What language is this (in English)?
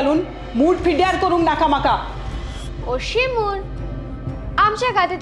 Konkani